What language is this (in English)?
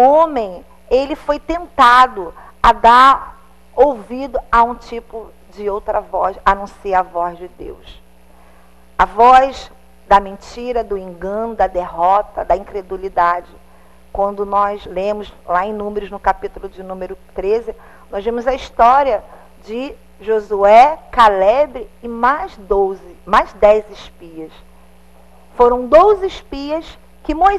Portuguese